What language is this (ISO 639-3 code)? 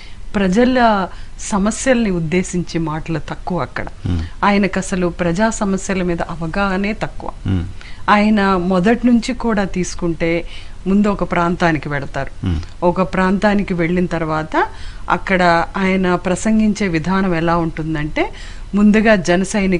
tel